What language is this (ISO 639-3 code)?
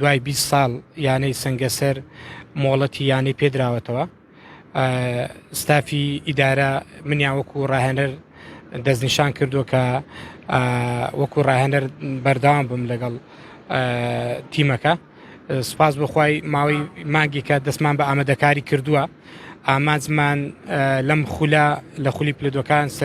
ckb